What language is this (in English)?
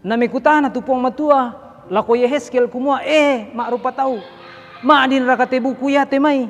Toraja-Sa'dan